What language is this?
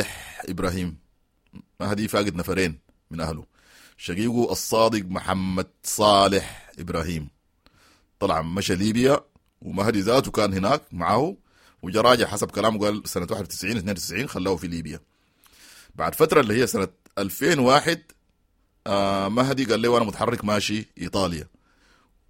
Sudanese Arabic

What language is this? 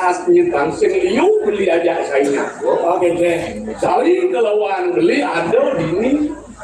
Balinese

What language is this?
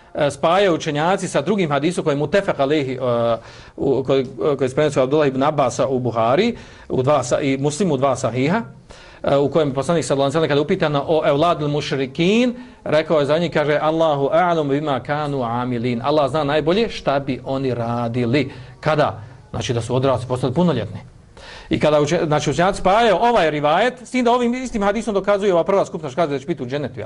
Bosnian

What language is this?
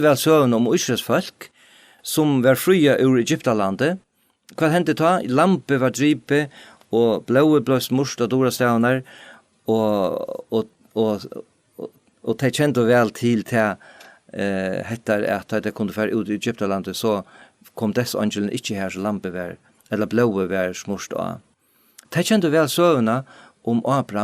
Faroese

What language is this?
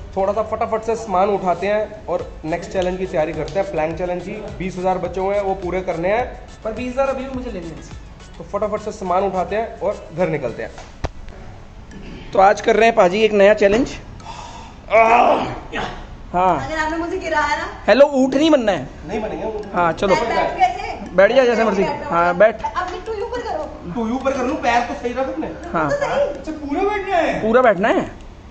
Hindi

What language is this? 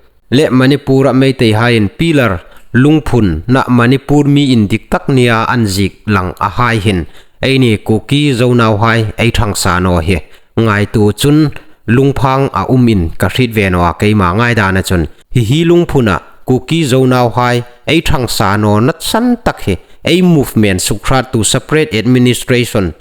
Hmar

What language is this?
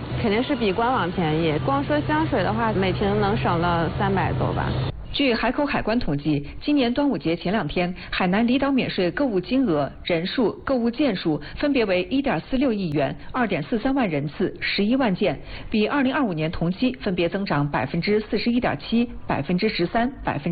Chinese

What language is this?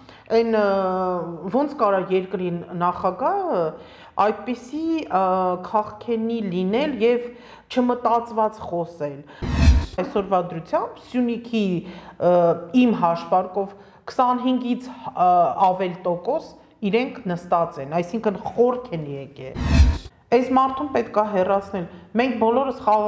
Armenian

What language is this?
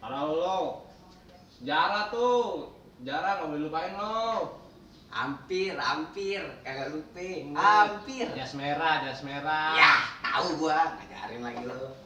Betawi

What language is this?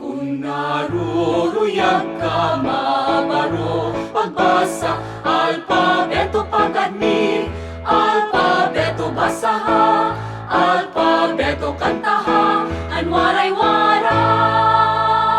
Waray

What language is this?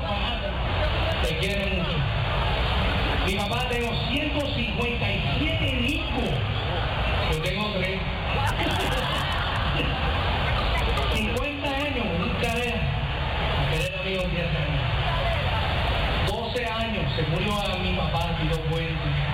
Spanish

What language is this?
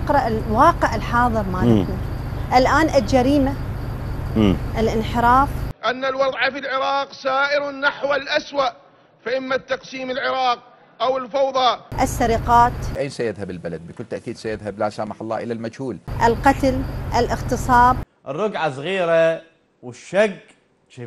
Mesopotamian Arabic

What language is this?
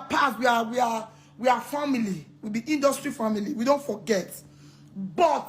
Nigerian Pidgin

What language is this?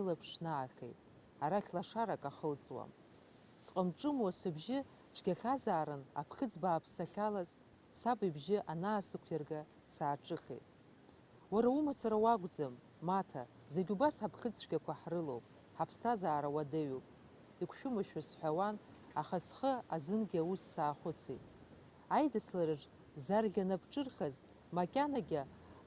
Abkhazian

